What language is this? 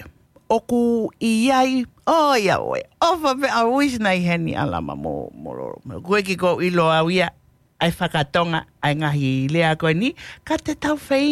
Tongan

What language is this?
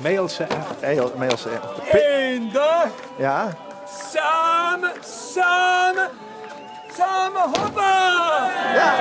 Limburgish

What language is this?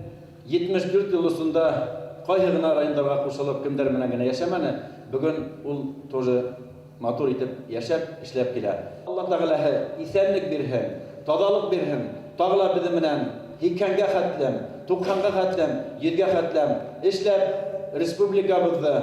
Bashkir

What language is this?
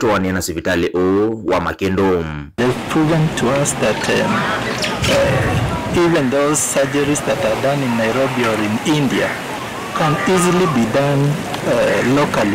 Kamba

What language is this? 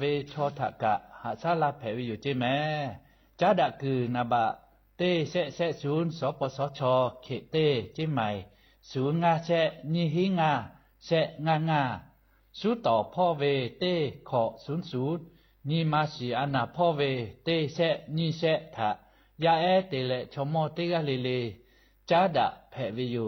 Lahu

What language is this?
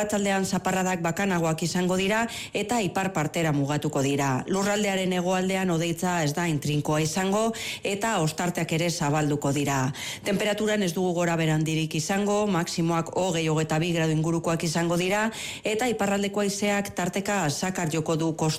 Basque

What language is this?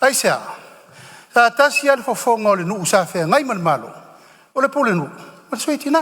Samoan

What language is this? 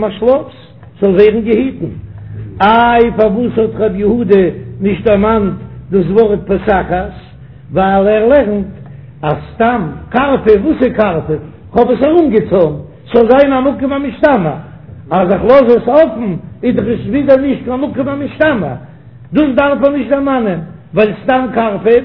Yiddish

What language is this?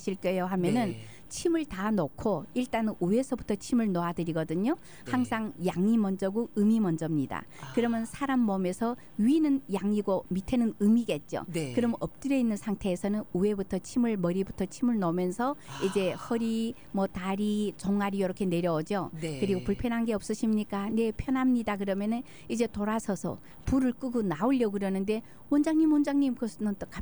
Korean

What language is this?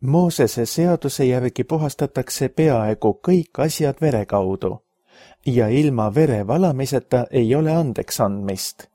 Estonian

